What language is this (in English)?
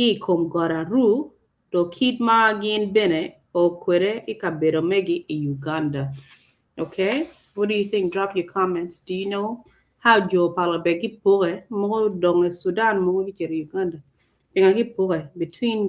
Acoli